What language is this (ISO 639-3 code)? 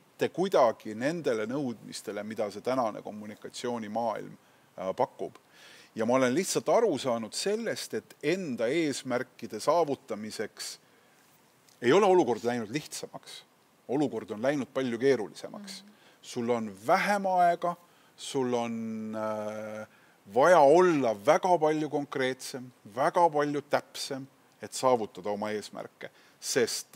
est